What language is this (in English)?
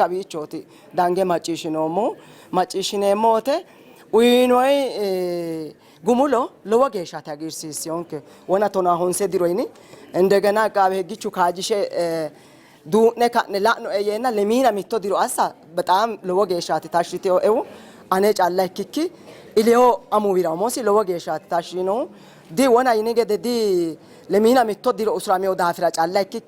Sidamo